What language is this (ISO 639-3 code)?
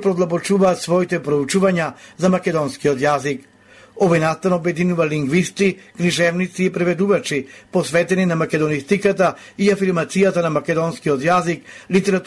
mkd